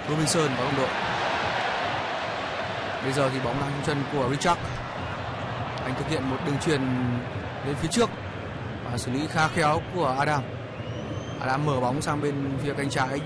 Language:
Vietnamese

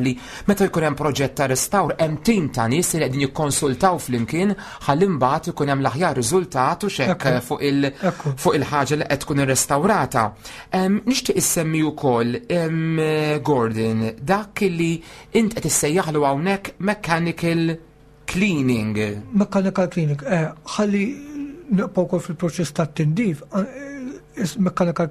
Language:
Maltese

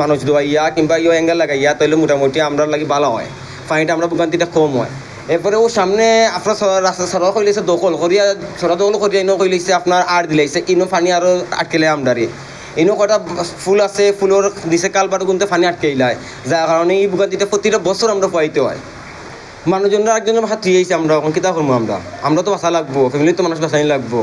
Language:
Sylheti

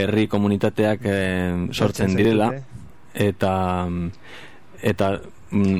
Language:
Basque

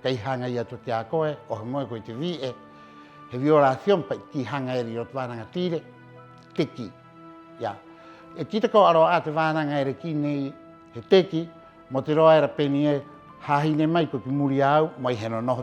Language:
Rapanui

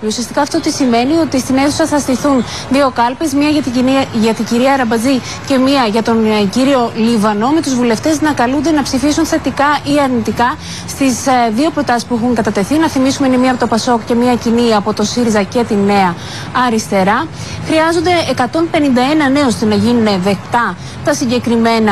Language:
Greek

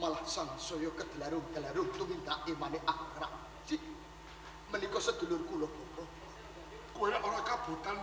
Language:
Javanese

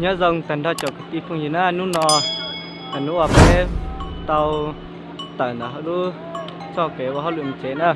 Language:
Hmong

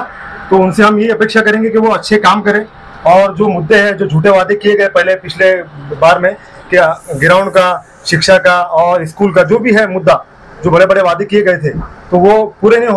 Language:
Hindi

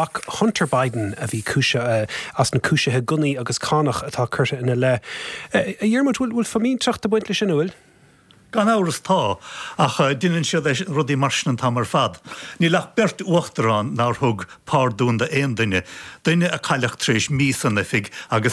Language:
Irish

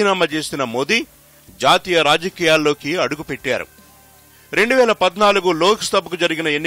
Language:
Telugu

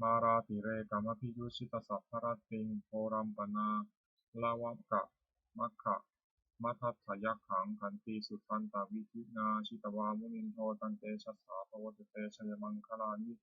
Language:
Pali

